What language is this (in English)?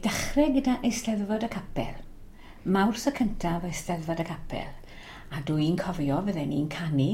Welsh